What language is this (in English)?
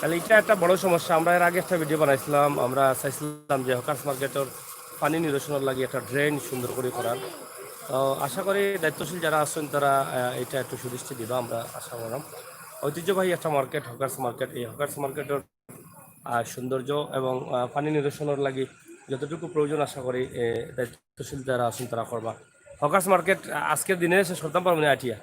Sylheti